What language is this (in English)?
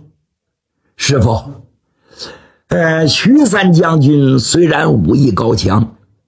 Chinese